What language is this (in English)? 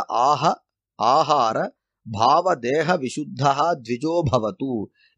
Tamil